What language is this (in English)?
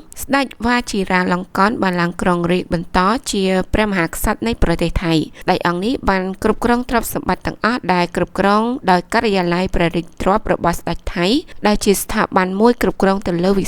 Khmer